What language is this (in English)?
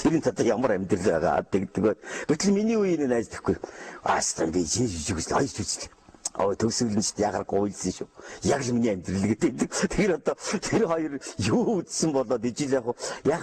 Mongolian